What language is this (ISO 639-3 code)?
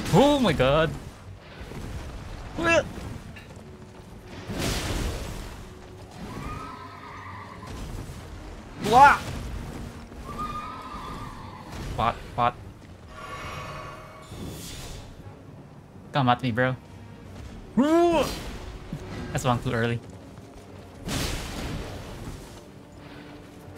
eng